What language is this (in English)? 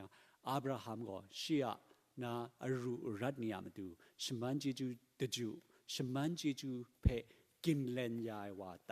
Kachin